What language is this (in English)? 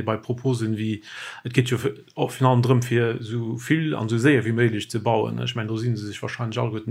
Luxembourgish